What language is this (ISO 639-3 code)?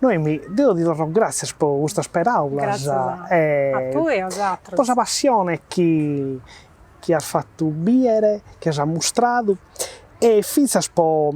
srd